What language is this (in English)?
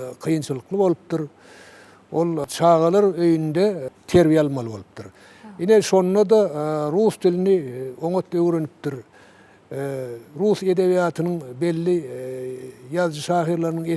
Turkmen